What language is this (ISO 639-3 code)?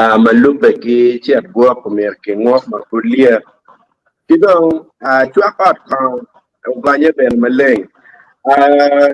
ach